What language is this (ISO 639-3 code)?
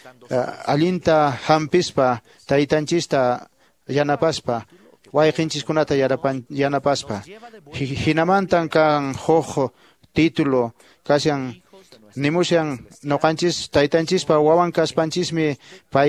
que